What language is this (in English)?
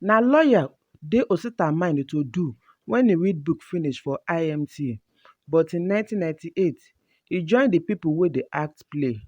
Nigerian Pidgin